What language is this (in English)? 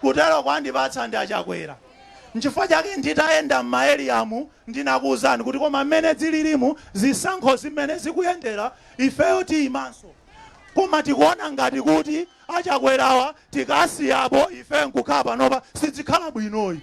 Nyanja